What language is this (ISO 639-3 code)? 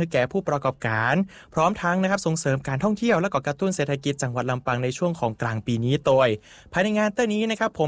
tha